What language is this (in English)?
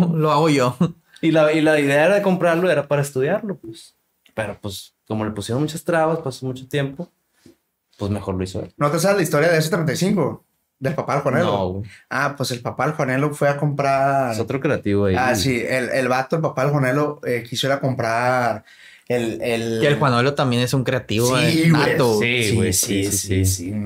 Spanish